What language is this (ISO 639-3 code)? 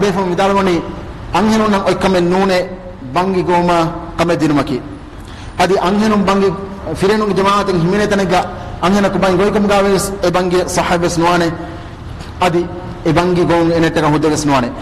div